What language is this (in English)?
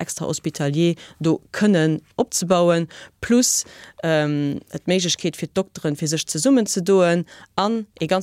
Luxembourgish